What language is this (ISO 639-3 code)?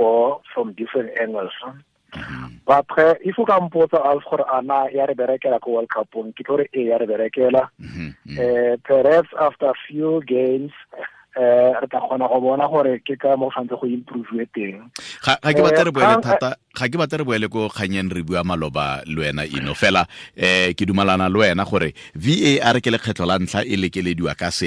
tsn